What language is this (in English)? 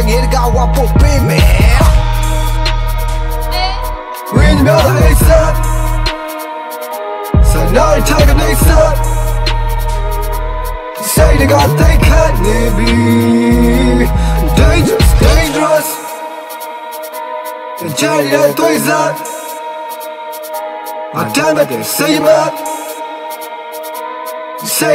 Burmese